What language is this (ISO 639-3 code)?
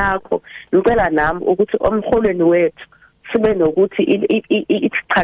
nbl